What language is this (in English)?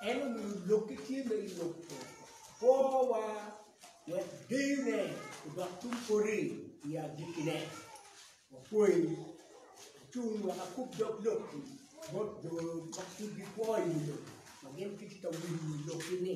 Acoli